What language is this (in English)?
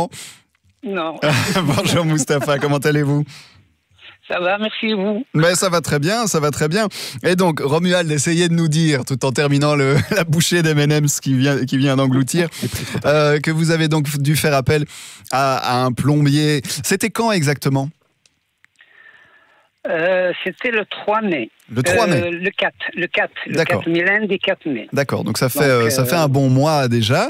French